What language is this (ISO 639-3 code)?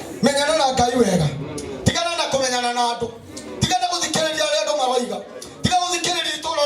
kik